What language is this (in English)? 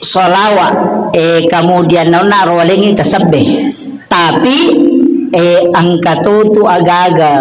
Buginese